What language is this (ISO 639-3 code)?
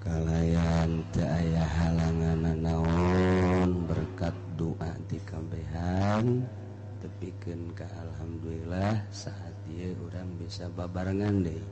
sun